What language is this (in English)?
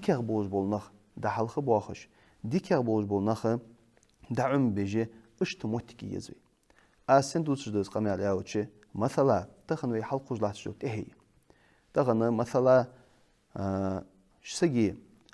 Ingush